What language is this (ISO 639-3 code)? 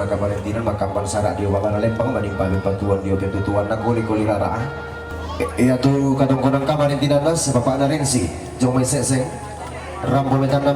sda